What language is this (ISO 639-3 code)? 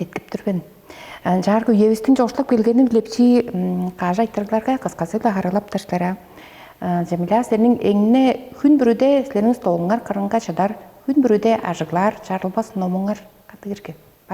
tyv